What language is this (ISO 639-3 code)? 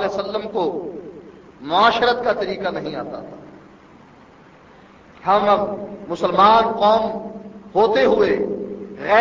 urd